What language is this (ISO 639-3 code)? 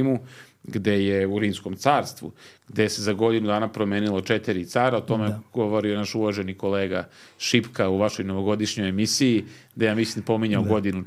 srp